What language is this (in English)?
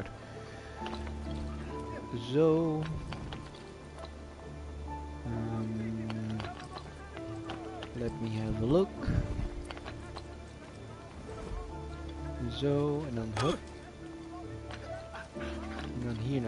Dutch